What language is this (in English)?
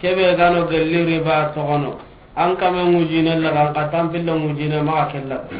Soninke